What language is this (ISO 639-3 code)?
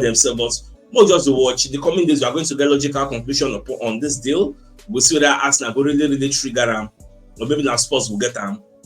pcm